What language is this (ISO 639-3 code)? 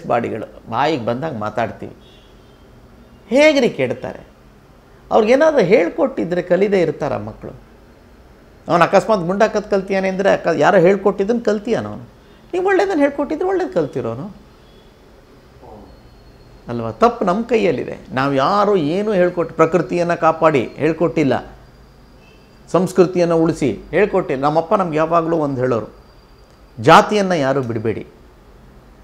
kan